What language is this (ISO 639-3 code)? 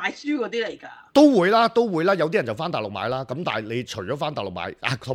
yue